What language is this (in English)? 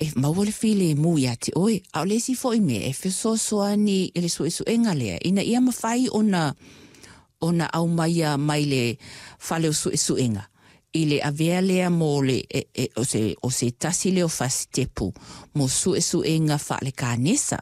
Samoan